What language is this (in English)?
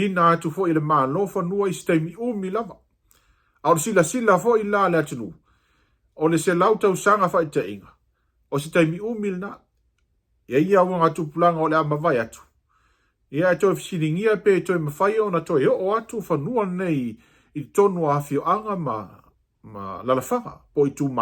Samoan